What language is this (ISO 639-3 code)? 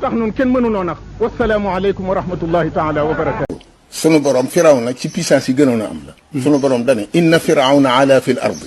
wol